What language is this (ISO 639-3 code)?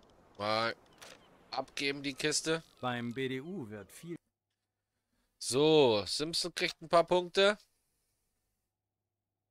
deu